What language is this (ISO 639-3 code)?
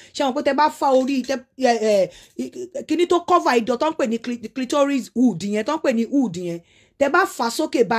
yor